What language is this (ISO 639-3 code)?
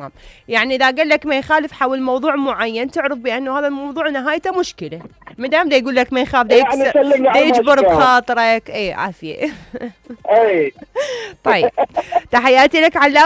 acm